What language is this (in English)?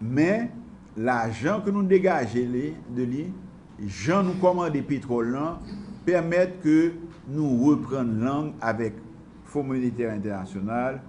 Haitian Creole